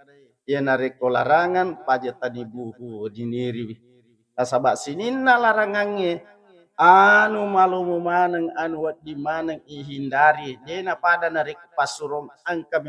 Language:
Buginese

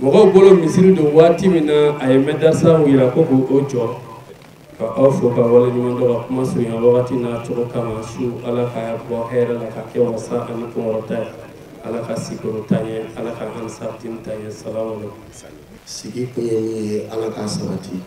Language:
Bambara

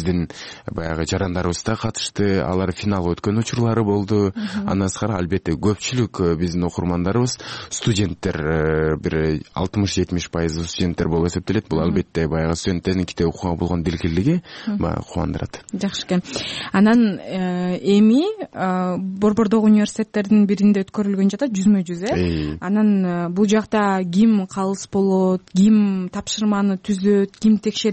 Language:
Kyrgyz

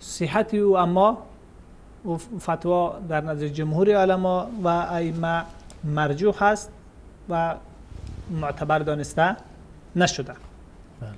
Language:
Persian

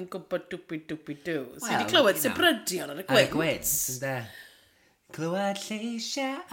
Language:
Welsh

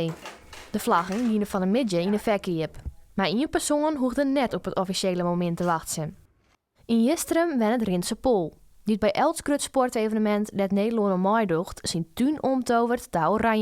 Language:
Western Frisian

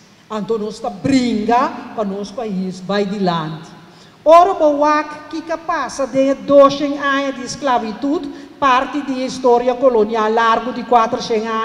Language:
Papiamento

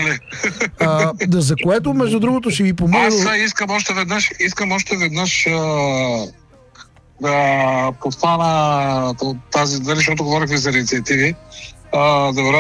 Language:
Bulgarian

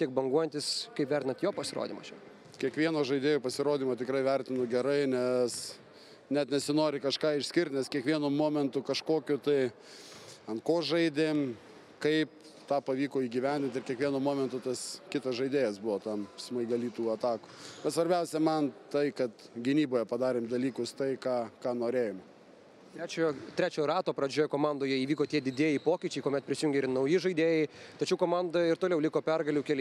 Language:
Lithuanian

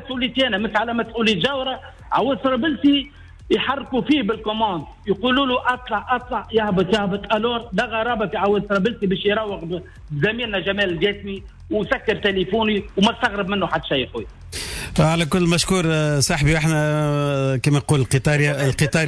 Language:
Tunisian Arabic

